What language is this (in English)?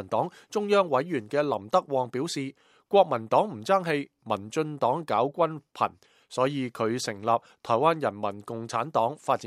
Cantonese